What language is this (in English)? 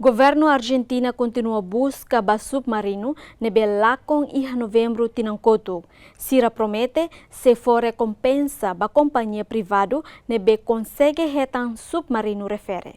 Tetum